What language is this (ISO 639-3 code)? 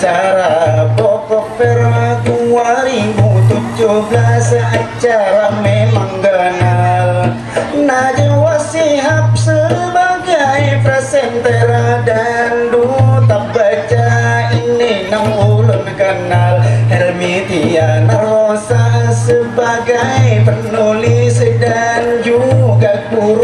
bjn